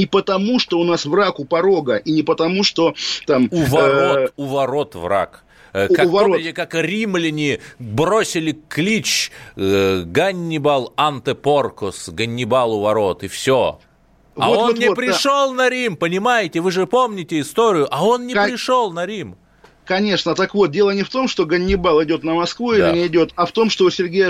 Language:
Russian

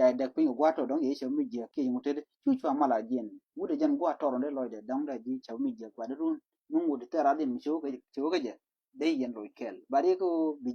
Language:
Nuer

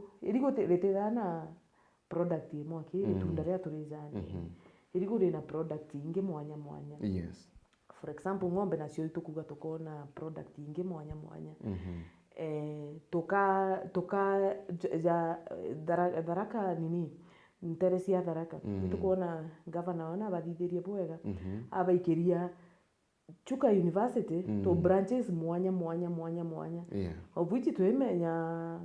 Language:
Meru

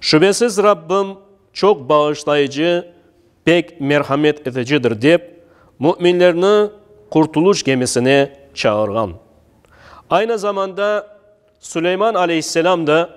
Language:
Crimean Tatar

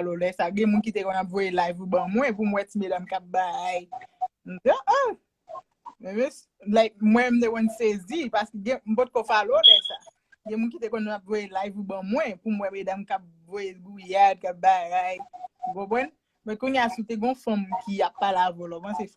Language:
Haitian Creole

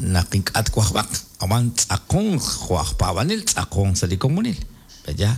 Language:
Kekchí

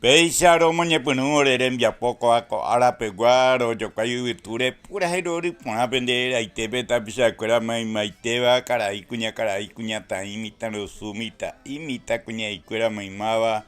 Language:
Guarani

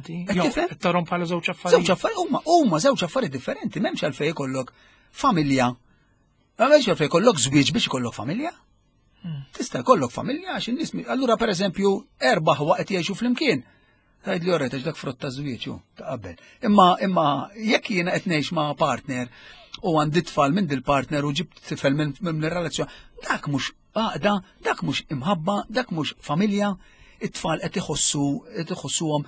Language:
Maltese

